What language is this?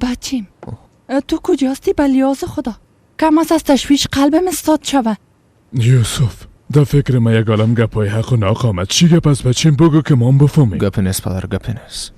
Persian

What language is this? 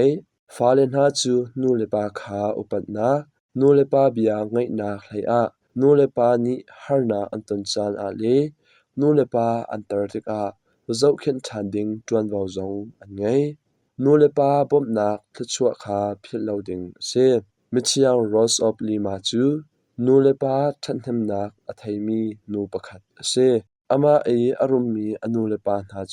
Hakha Chin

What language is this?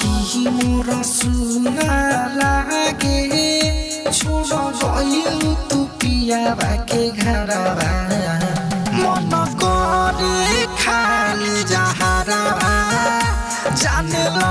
Bhojpuri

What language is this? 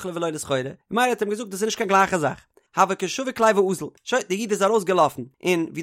Yiddish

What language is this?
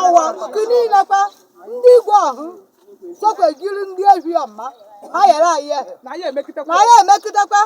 Igbo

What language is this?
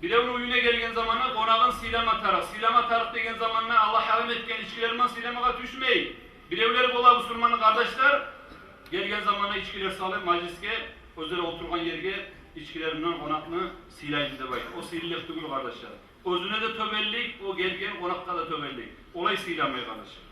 Kumyk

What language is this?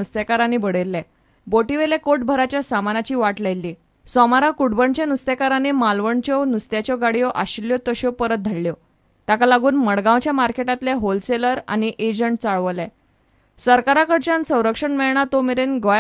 Konkani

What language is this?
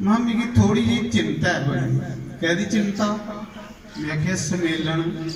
Dogri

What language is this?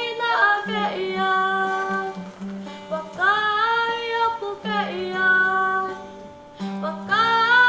Tongan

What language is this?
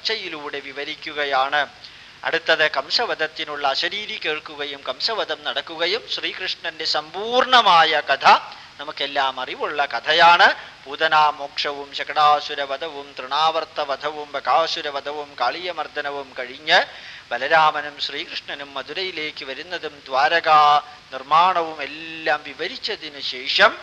Malayalam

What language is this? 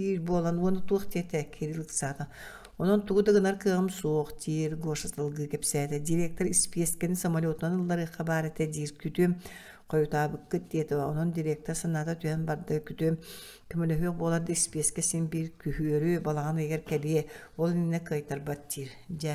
Yakut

